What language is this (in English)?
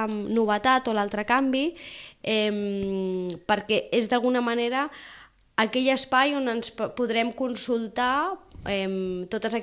Catalan